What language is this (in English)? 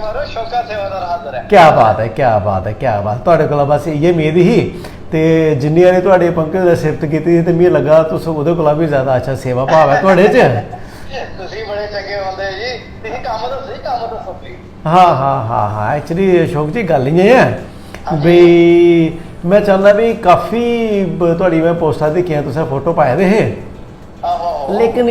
Dogri